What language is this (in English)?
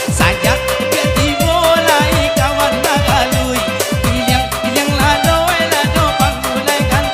Minangkabau